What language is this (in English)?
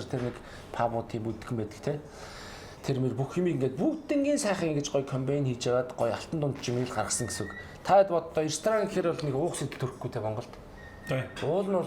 Mongolian